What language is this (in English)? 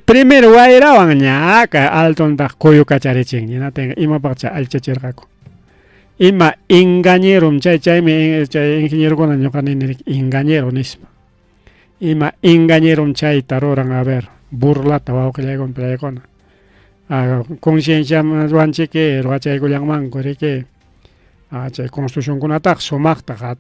Ayacucho Quechua